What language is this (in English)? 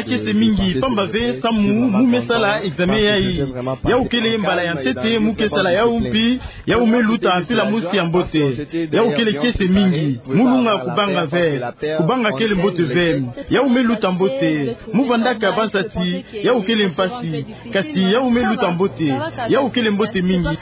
Kituba (Democratic Republic of Congo)